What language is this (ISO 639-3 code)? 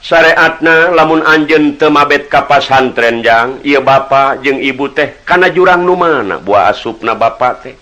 sun